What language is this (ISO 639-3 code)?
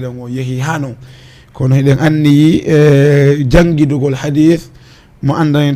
ful